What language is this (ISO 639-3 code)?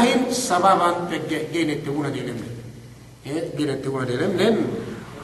yka